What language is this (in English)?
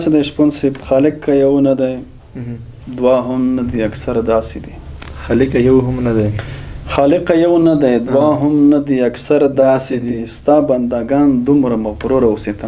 Pashto